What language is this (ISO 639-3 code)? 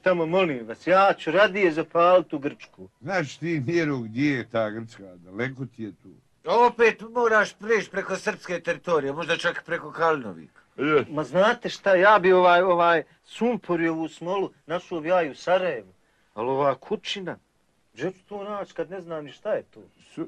bos